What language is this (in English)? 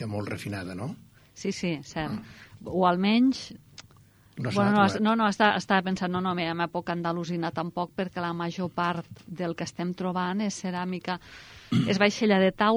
Catalan